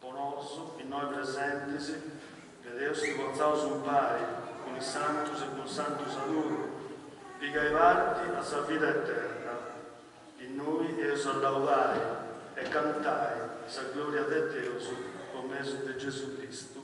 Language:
Sardinian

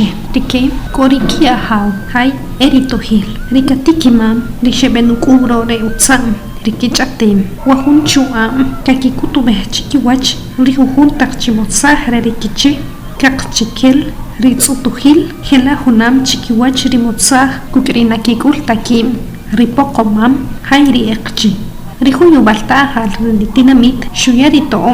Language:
Achi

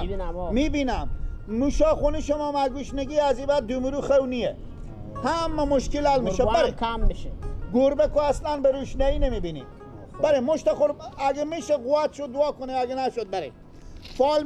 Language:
Persian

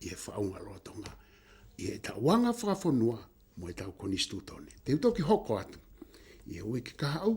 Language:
Tongan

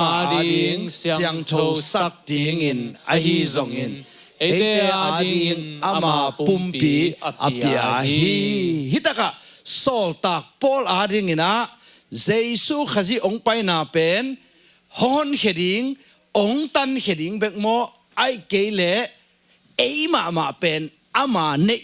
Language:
Tedim Chin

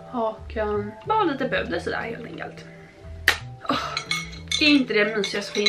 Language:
Swedish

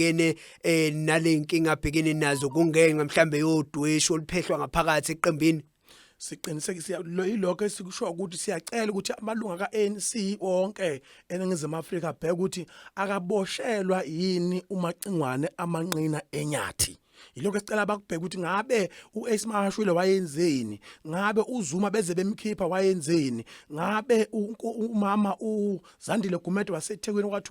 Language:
Zulu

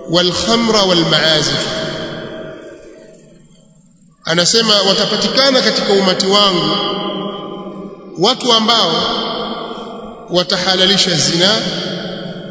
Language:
Swahili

